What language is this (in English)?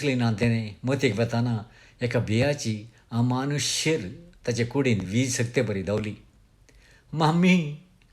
Konkani